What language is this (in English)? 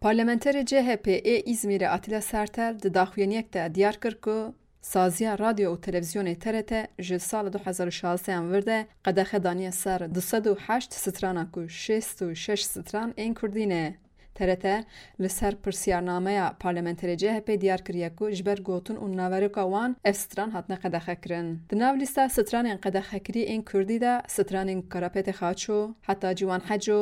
Kurdish